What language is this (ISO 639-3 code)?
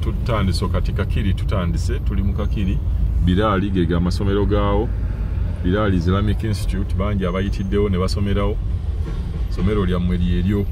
lug